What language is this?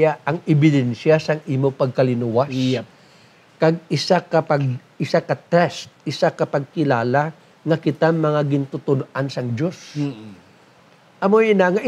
Hiligaynon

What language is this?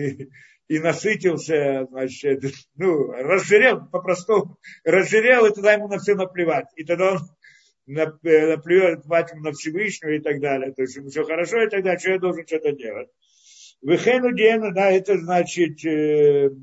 Russian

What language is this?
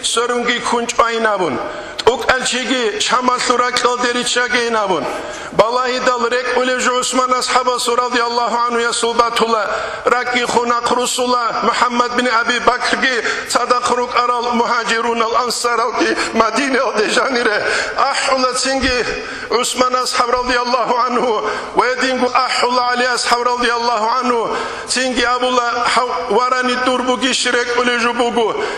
Avaric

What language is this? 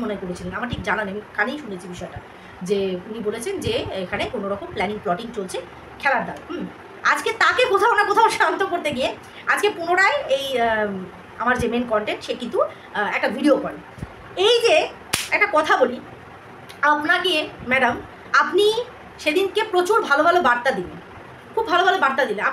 Bangla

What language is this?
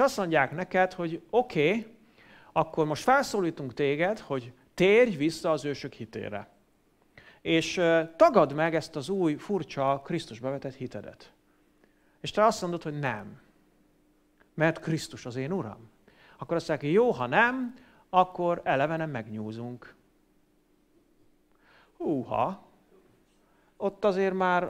Hungarian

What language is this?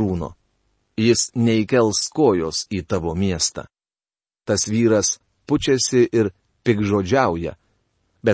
Lithuanian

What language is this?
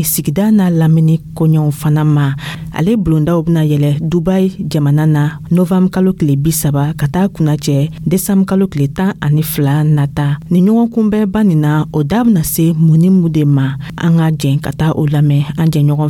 Dyula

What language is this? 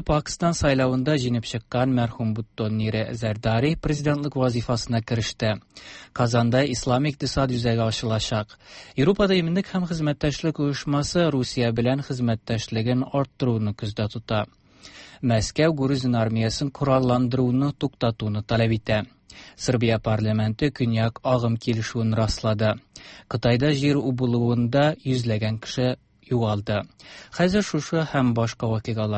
Tatar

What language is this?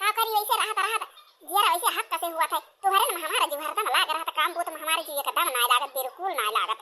Awadhi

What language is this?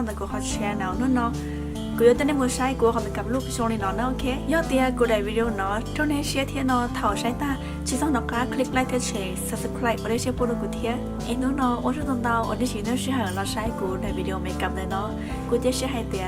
Hmong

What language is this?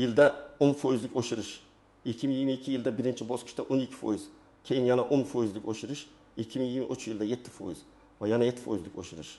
Uzbek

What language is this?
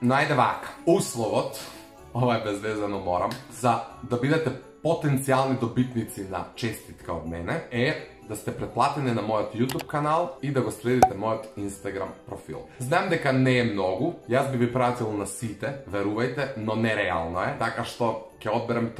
Macedonian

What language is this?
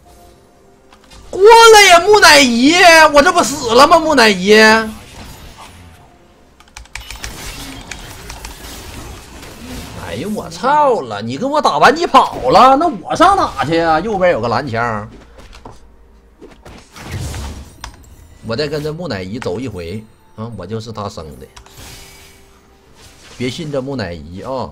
Chinese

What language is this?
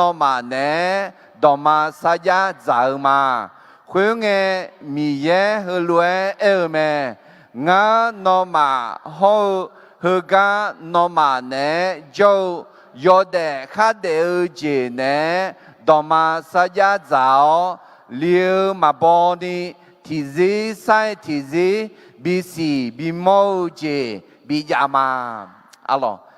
Akha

